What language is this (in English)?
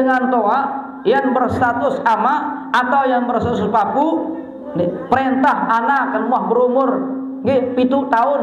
Sasak